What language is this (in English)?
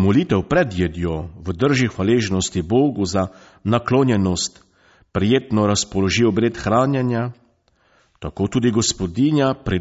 Slovenian